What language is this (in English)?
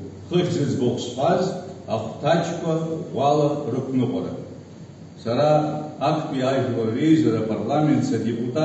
Abkhazian